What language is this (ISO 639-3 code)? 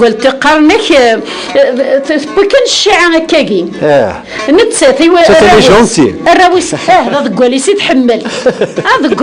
kab